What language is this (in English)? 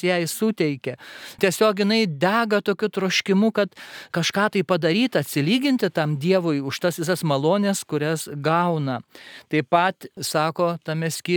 Lithuanian